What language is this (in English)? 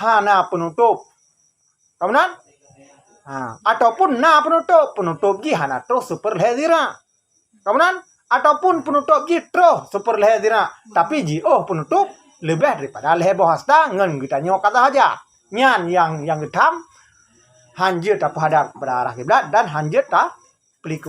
Achinese